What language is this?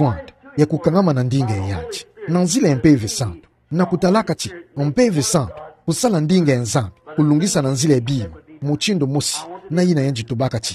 Kituba (Democratic Republic of Congo)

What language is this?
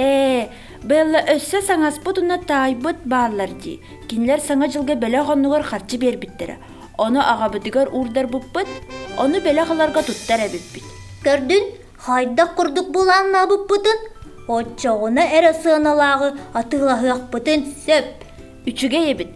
Yakut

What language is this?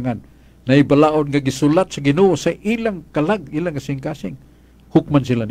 Cebuano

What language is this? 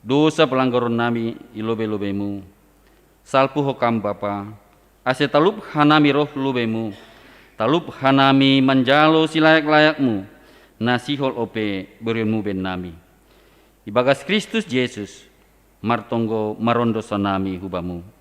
Batak Simalungun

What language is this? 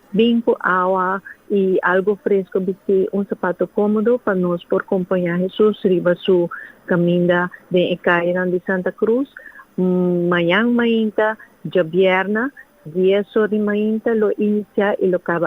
Papiamento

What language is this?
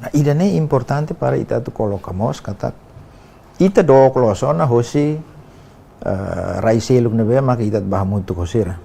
Tetum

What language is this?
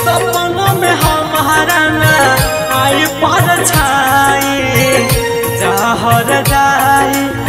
Bhojpuri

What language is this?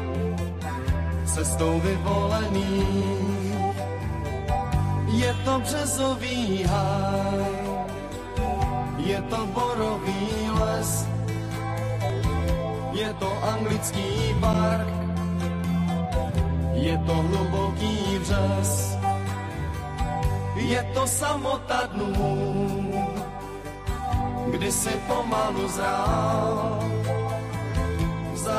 Czech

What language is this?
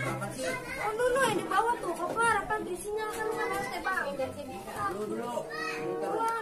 Betawi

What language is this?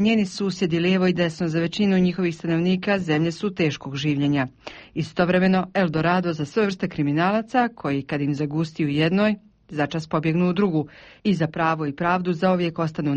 Croatian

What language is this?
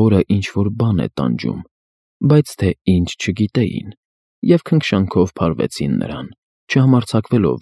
Armenian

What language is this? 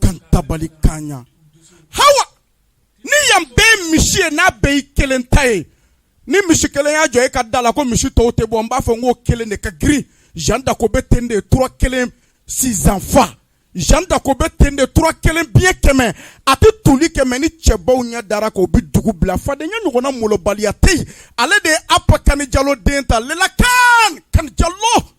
Bambara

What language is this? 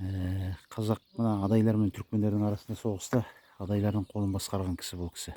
Kazakh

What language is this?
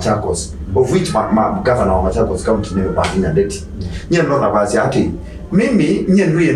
Kamba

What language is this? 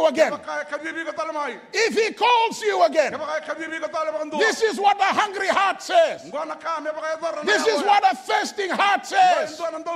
Fijian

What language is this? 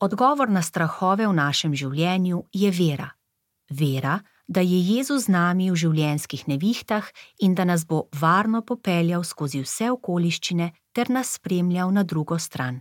Slovenian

